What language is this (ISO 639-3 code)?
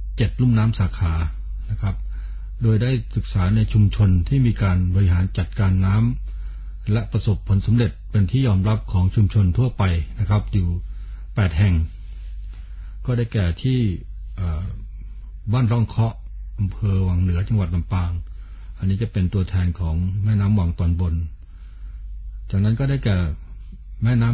tha